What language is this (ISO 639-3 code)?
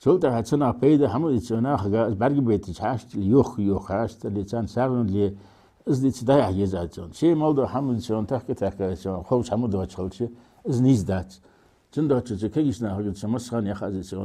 inh